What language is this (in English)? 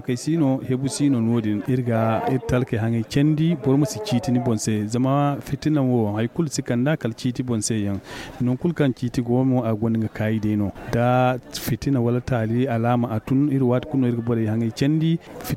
Zarma